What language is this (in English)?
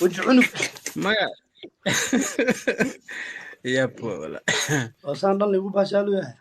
Somali